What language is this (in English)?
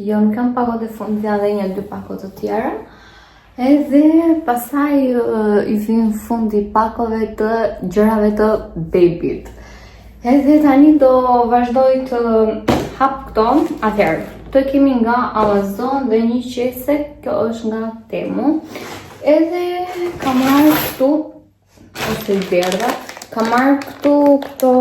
Albanian